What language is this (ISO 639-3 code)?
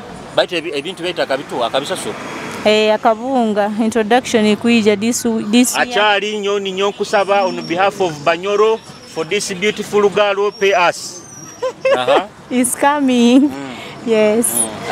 nyo